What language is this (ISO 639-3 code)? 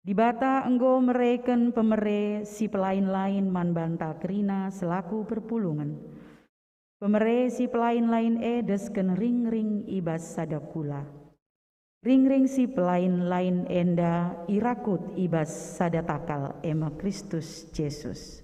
btx